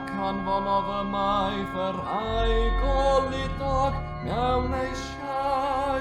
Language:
Welsh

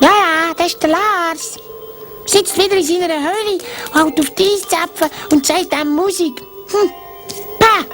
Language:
Swiss German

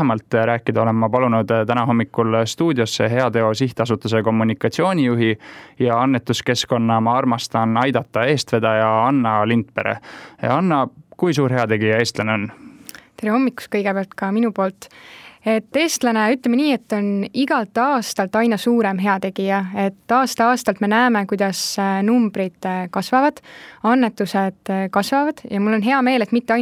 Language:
Estonian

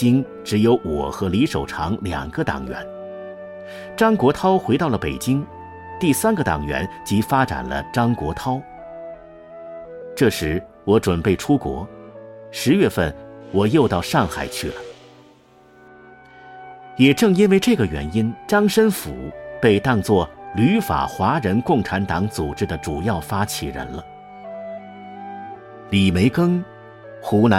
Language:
Chinese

